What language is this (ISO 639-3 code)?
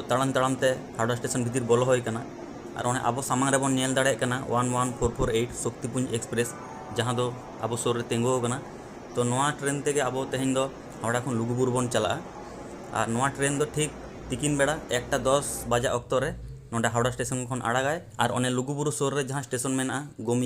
sat